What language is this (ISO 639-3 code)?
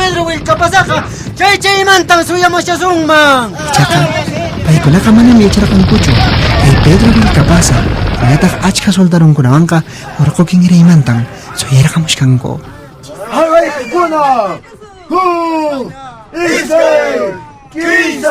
que